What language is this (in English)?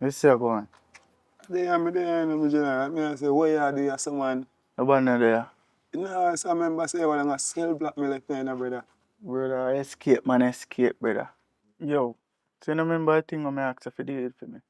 Jamaican Creole English